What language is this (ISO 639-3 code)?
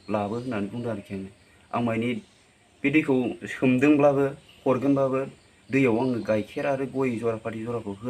brx